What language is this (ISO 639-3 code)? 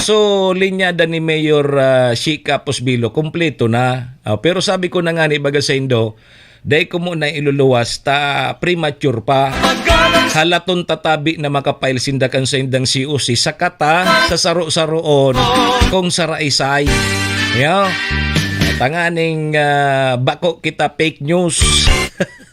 bik